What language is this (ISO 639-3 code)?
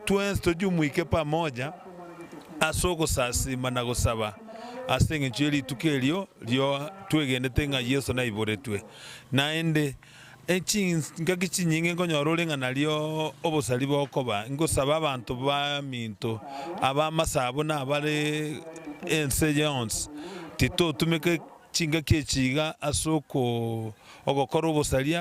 guz